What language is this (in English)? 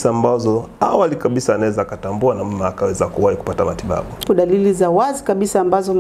Swahili